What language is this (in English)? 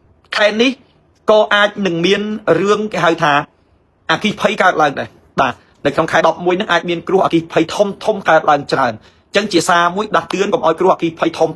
Khmer